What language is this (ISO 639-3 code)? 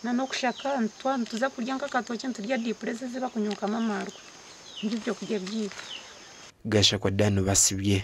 nyn